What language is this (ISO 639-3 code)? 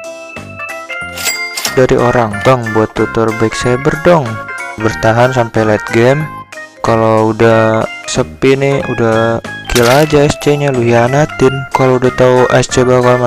ind